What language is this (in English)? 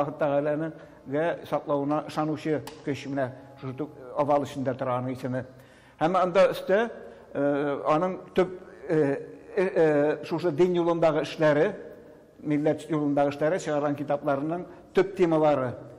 Tatar